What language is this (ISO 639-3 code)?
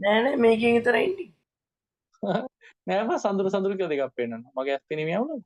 sin